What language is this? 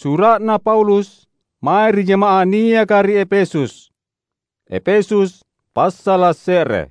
Makasar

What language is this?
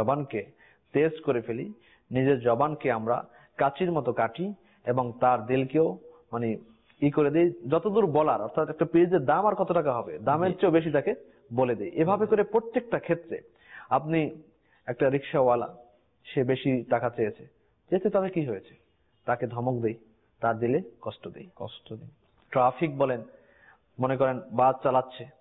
Bangla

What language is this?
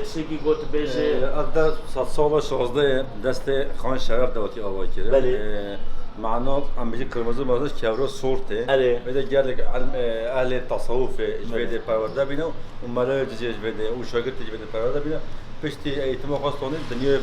Kurdish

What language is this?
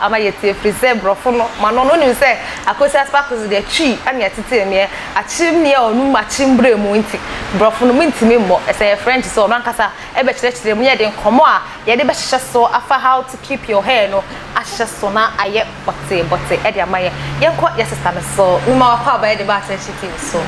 Akan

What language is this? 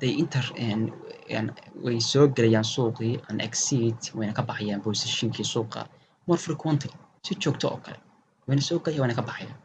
Somali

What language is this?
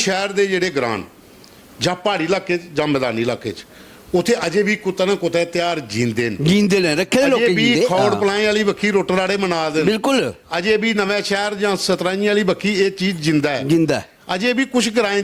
Dogri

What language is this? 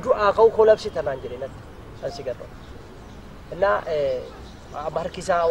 Oromo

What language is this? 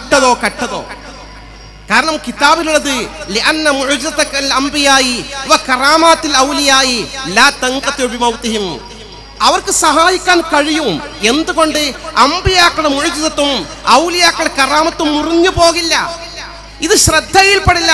Malayalam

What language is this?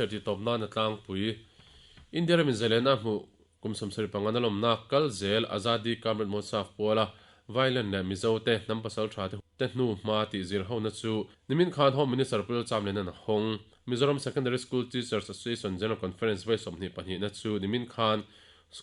Mizo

